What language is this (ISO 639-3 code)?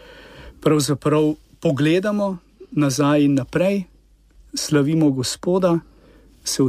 slv